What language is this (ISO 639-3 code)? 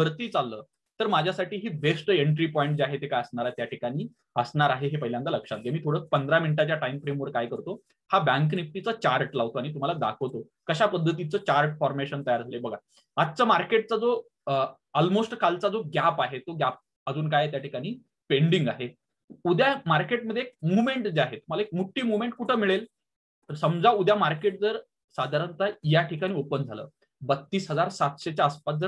mar